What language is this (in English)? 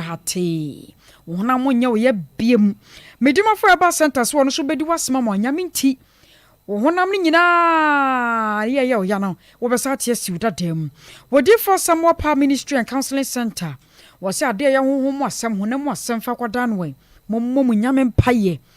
Akan